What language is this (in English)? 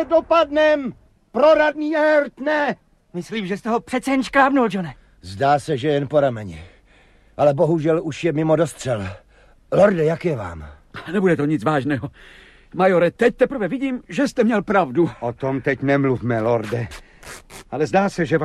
Czech